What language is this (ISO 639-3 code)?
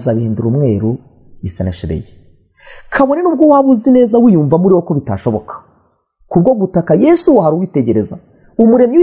kin